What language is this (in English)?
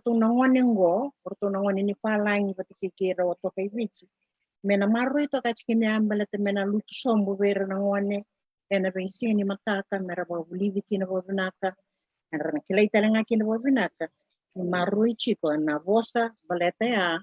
Fijian